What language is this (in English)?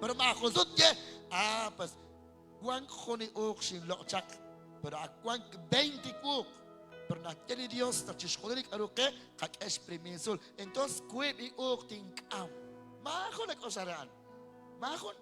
Kekchí